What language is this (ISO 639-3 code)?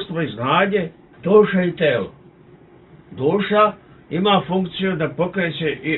srp